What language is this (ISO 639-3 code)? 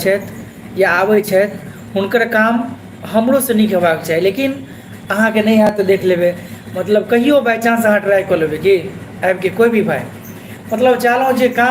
mai